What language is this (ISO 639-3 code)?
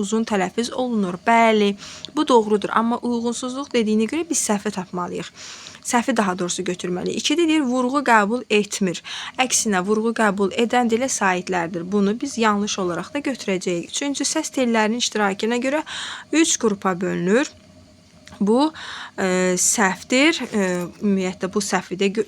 aze